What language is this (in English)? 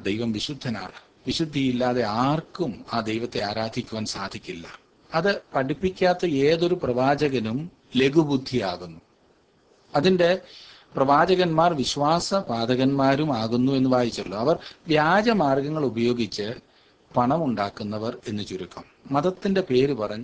Malayalam